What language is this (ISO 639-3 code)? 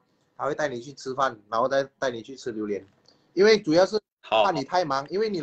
zho